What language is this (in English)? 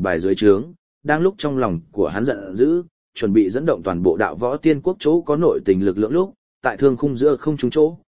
Vietnamese